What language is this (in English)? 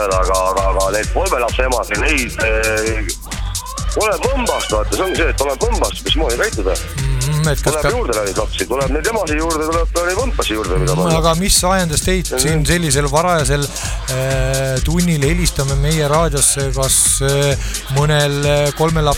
Estonian